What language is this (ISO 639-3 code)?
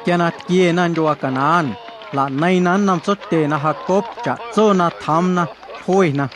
amu